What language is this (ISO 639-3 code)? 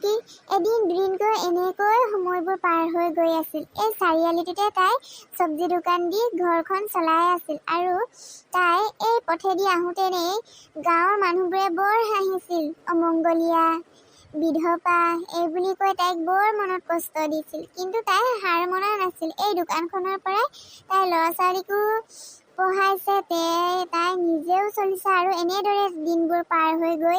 asm